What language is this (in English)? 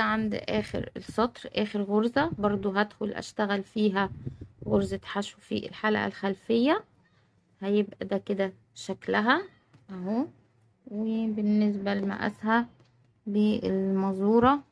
Egyptian Arabic